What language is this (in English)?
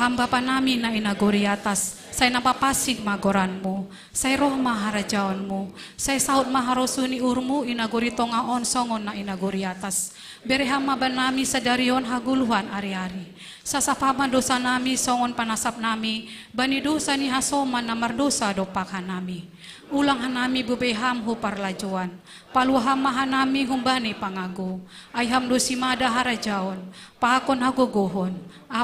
Batak Simalungun